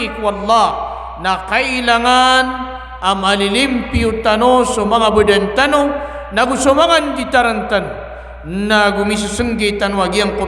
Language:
Maranao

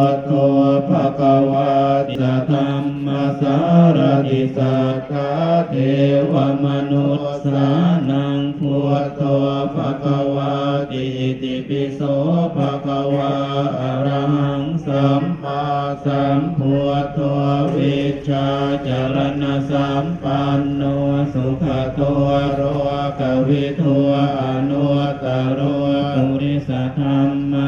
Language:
Pali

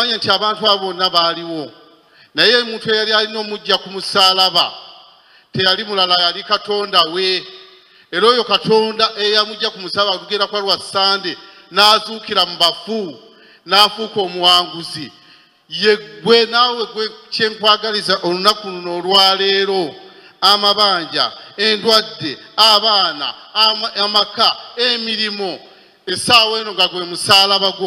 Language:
Ganda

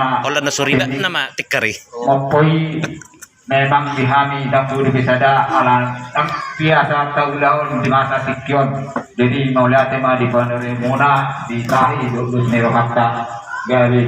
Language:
Batak Toba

